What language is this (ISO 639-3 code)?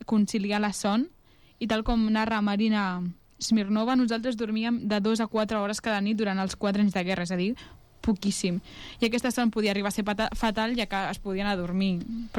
cat